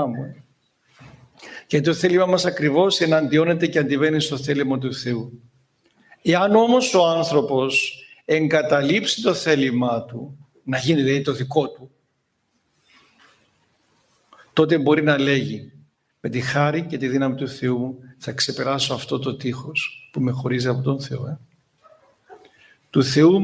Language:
Greek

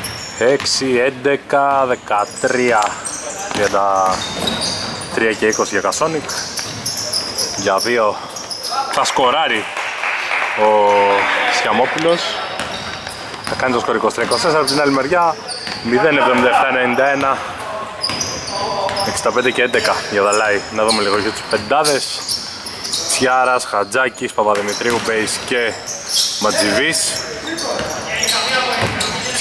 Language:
Greek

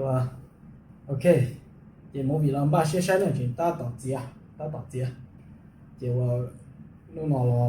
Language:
Hmong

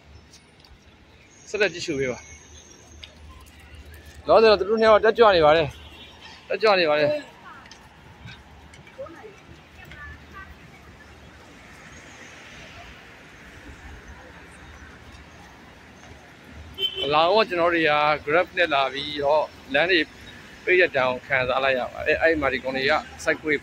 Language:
Burmese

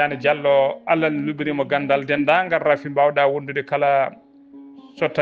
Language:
Fula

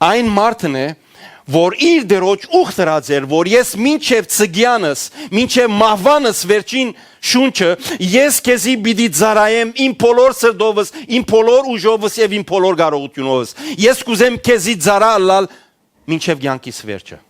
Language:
Western Armenian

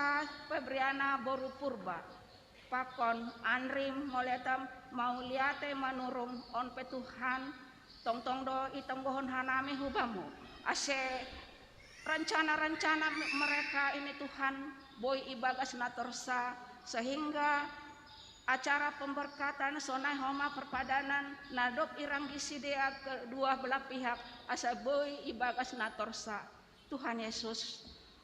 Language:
Batak Simalungun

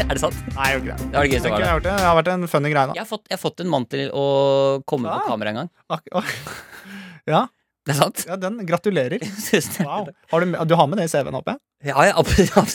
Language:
Norwegian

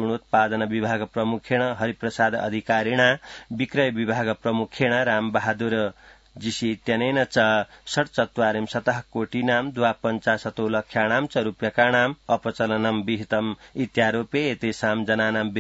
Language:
Sanskrit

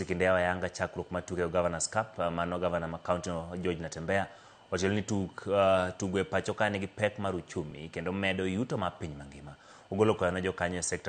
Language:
Luo (Kenya and Tanzania)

